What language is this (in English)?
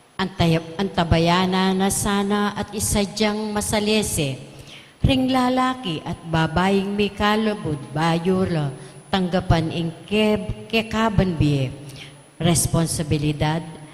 Pampanga